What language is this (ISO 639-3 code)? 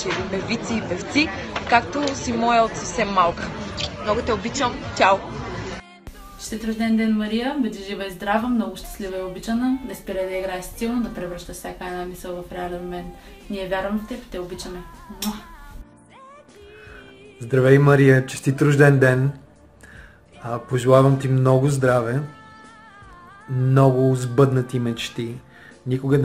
bul